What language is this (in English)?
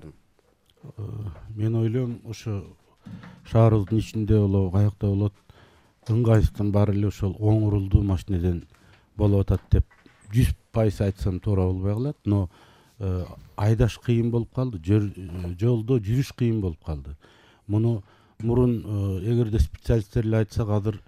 Kyrgyz